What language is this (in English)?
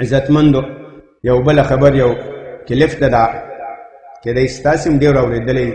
Pashto